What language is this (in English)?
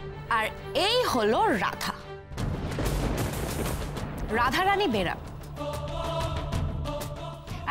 Bangla